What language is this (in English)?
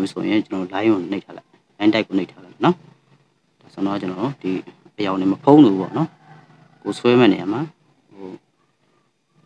Burmese